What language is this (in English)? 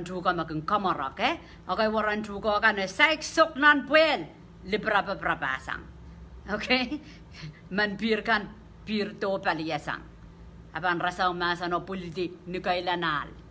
Pohnpeian